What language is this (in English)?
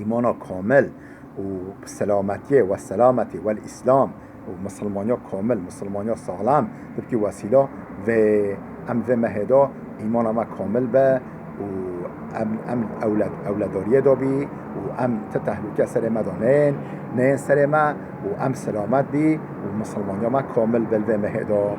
Kurdish